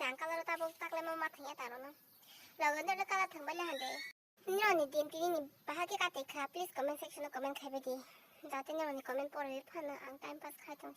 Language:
Kok Borok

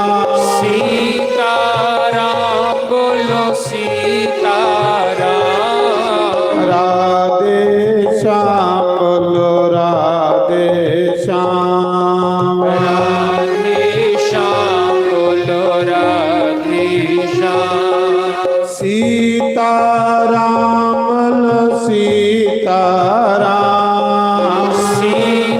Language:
Dogri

